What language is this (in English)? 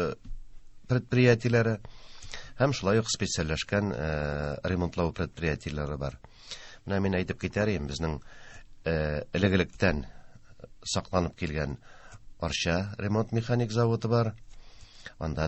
Tatar